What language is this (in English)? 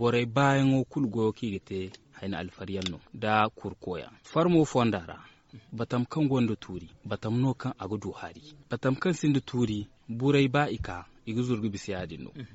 Zarma